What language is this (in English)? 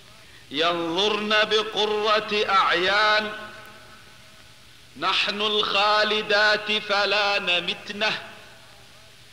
Arabic